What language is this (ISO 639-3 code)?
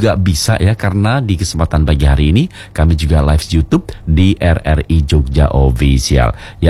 ind